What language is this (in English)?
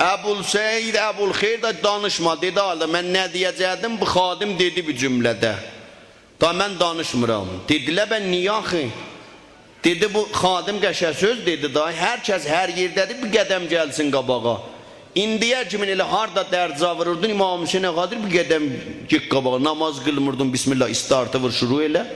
South Azerbaijani